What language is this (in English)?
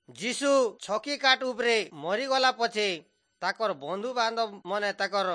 Odia